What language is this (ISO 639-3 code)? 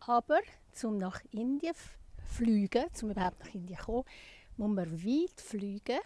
gsw